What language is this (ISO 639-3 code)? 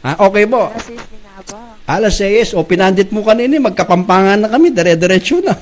pam